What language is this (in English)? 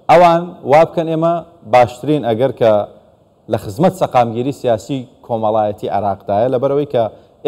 Central Kurdish